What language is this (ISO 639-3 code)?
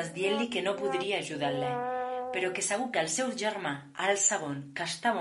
cat